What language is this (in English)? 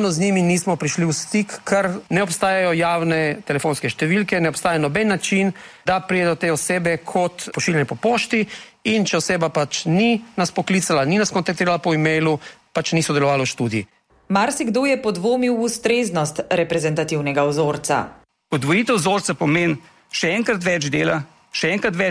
Slovenian